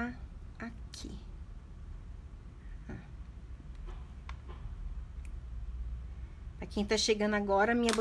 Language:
Portuguese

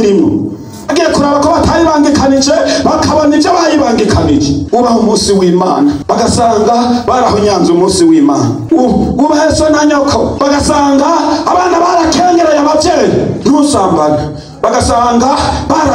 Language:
Rundi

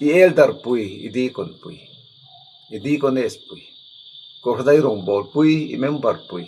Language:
Mizo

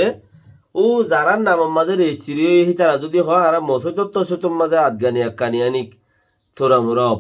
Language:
Rohingya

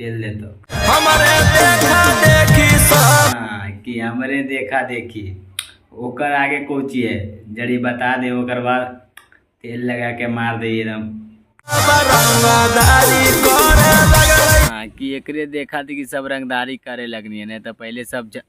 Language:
Magahi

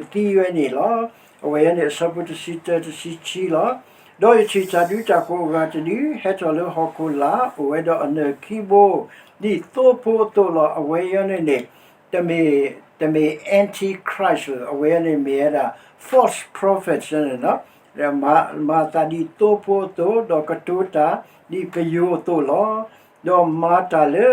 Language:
S'gaw Karen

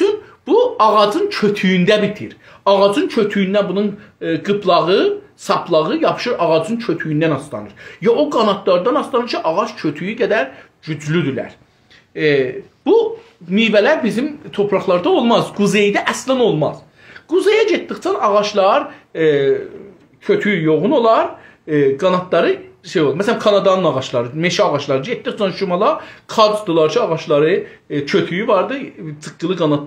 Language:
South Azerbaijani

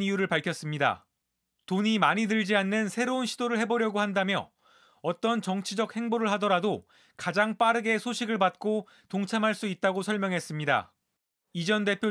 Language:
Korean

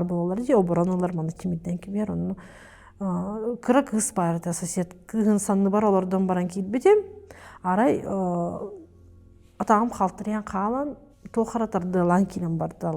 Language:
Yakut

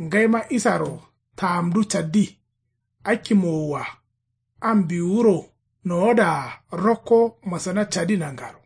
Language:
Kanuri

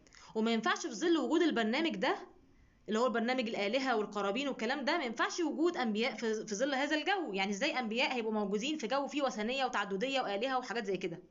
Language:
Egyptian Arabic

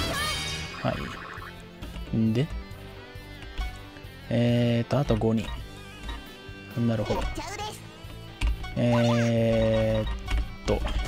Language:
Japanese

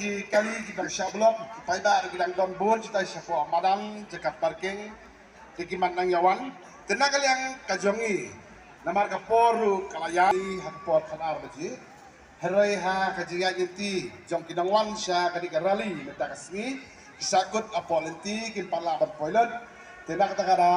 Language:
Khasi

